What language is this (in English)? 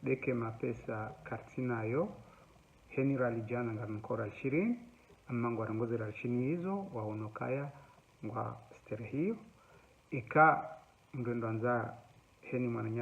Ngazidja Comorian